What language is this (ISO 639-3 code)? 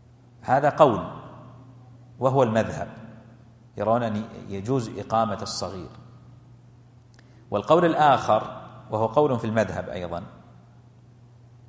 ara